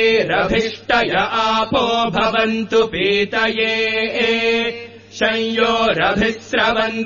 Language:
Sanskrit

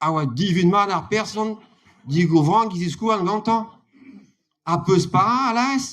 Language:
Breton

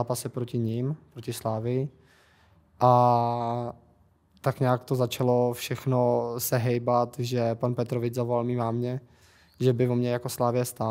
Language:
Czech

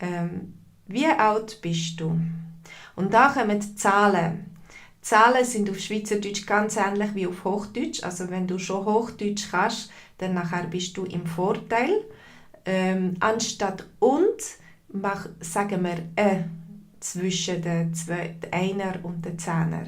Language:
Swiss German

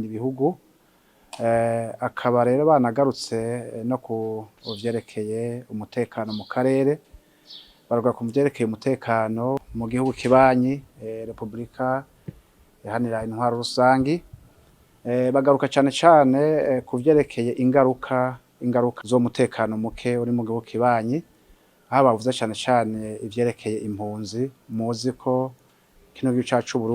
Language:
Rundi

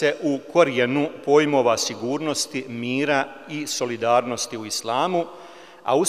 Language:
Bosnian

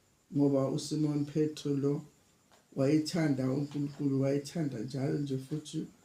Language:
Zulu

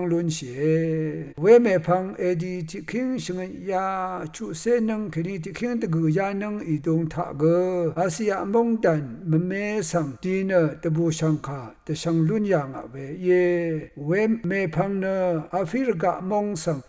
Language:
Rawang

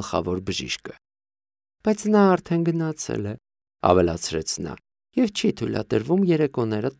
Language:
Armenian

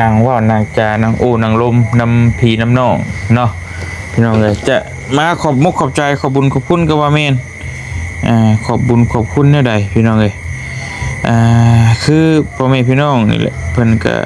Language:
Lao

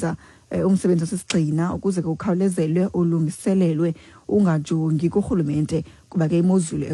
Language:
Xhosa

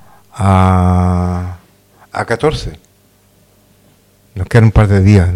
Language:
Spanish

